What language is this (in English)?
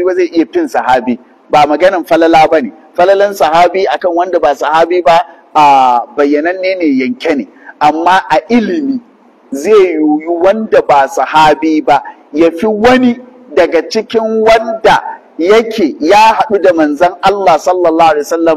Hausa